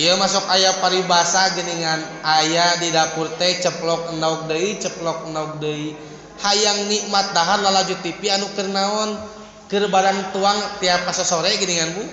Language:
Sundanese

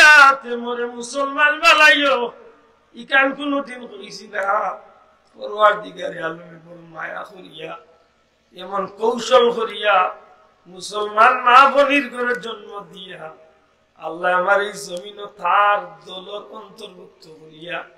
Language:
Sylheti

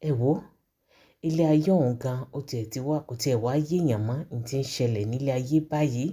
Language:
Yoruba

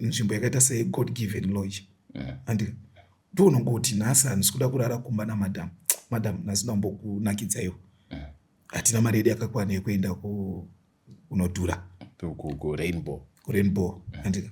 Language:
Shona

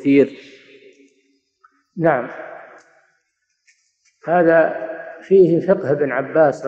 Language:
Arabic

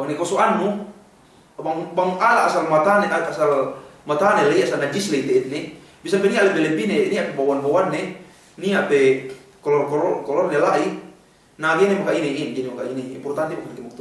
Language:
Yakan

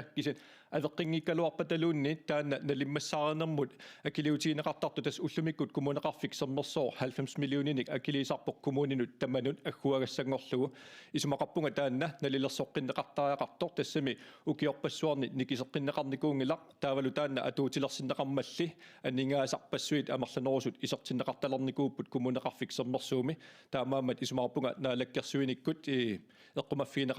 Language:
Kalaallisut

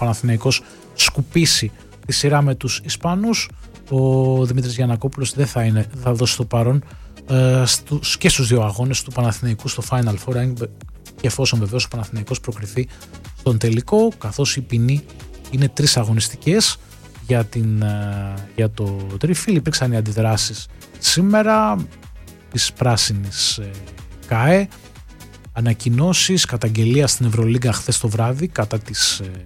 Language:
Greek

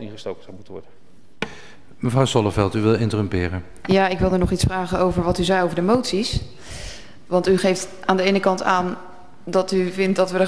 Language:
Dutch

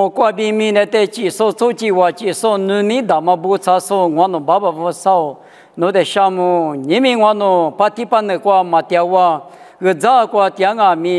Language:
Lisu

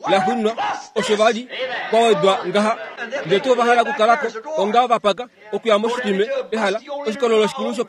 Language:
Kuanyama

